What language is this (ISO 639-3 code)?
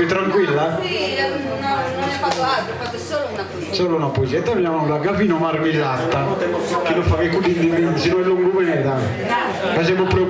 srd